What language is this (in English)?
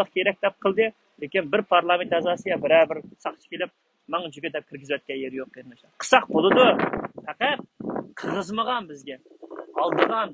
Uyghur